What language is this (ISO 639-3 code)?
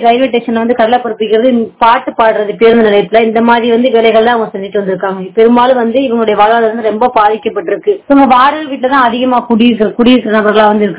tam